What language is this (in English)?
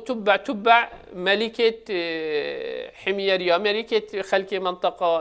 Kurdish